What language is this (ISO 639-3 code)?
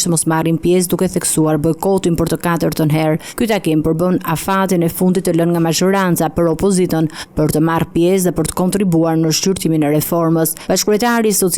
sqi